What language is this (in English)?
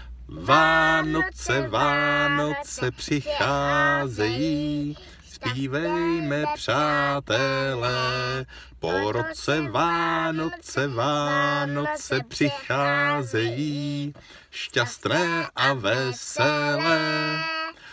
Czech